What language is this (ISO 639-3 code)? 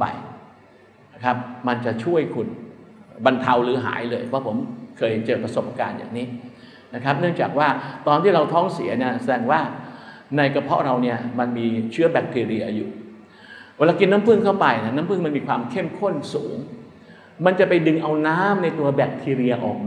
tha